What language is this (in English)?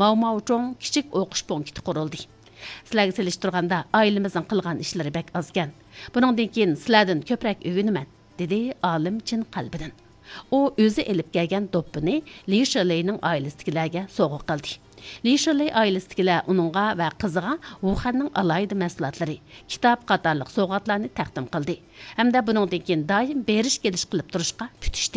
Uyghur